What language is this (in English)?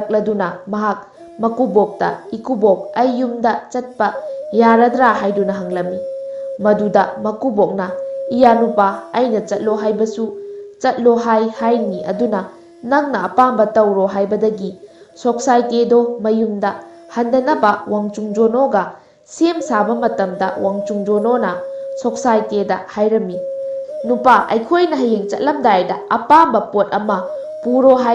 Manipuri